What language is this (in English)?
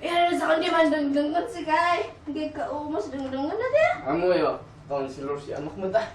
Kankanaey